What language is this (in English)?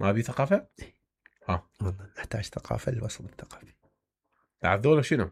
Mesopotamian Arabic